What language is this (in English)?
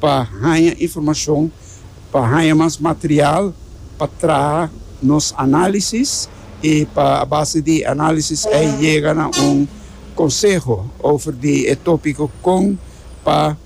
Papiamento